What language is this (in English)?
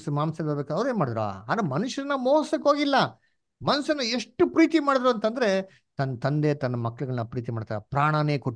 Kannada